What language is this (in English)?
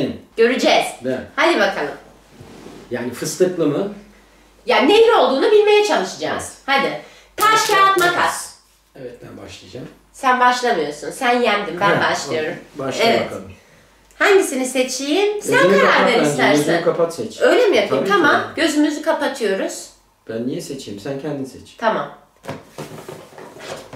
Turkish